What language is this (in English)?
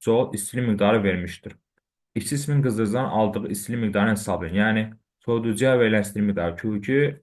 Azerbaijani